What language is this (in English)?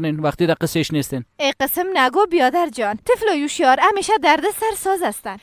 Persian